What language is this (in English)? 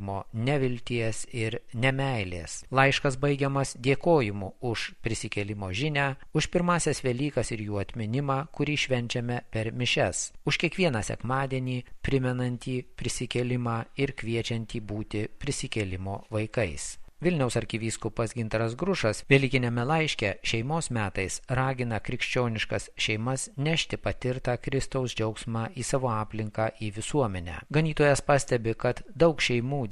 Lithuanian